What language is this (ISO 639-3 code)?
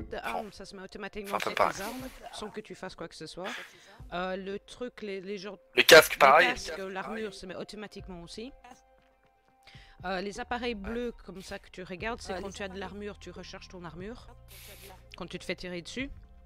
fra